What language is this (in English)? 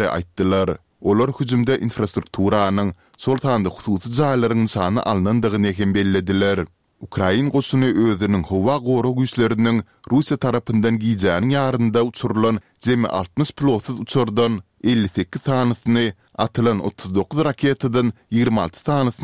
Turkmen